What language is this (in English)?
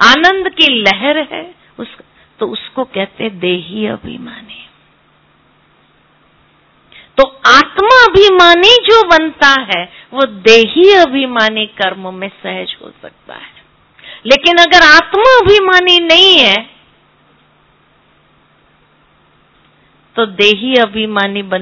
Hindi